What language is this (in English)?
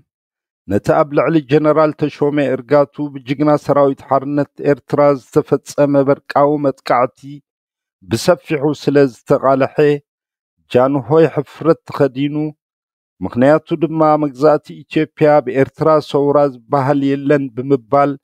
Tigrinya